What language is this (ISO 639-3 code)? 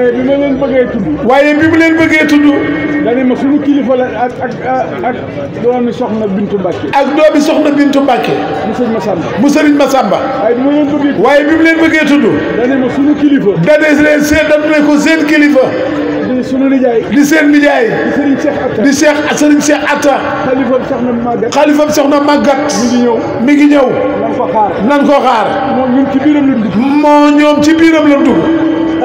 wol